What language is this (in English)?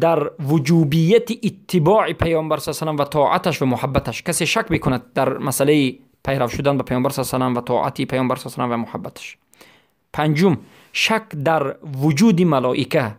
Persian